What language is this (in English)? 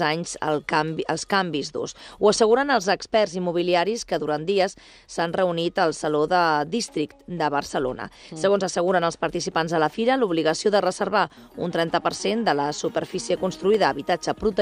Catalan